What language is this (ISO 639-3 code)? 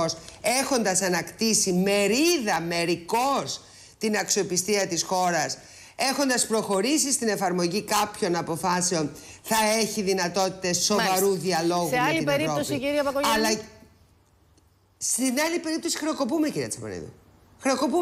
ell